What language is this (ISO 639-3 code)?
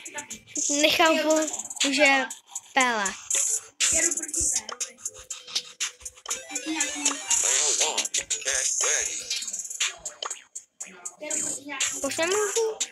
ces